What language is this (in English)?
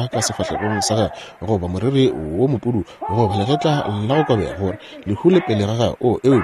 Northern Sotho